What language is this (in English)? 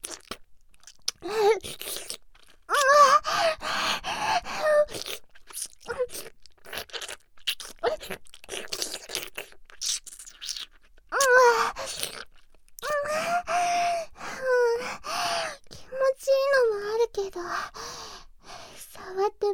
Japanese